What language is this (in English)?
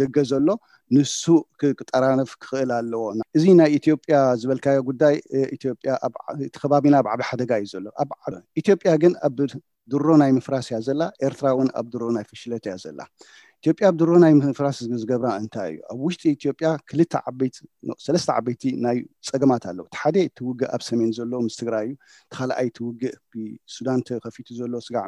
Tigrinya